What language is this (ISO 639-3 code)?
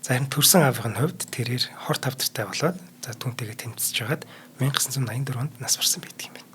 mon